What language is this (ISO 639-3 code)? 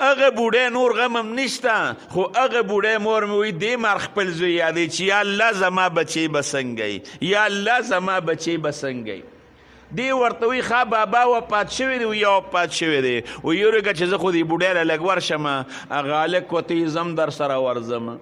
pus